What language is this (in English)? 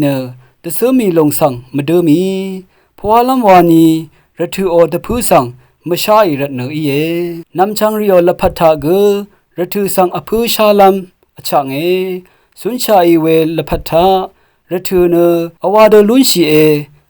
Rawang